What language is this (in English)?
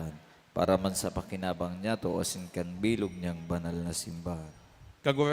Bikol